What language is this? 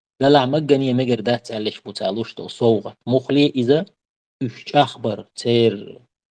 Chechen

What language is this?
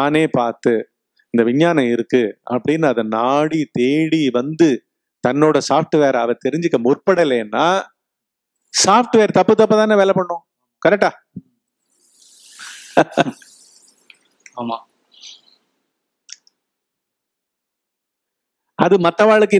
Tamil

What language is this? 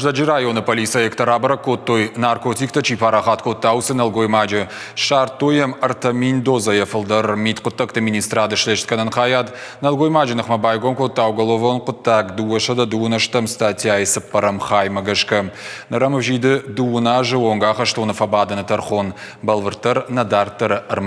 Ossetic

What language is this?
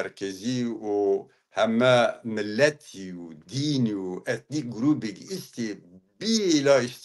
Zaza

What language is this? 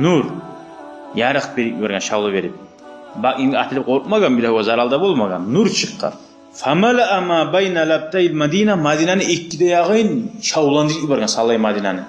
Kumyk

